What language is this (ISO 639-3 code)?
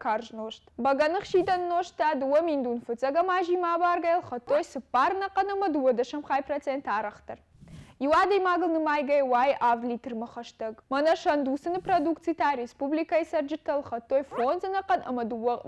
oss